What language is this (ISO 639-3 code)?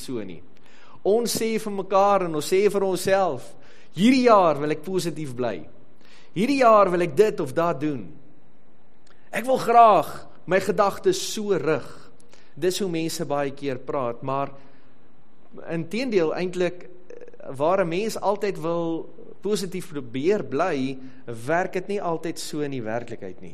afr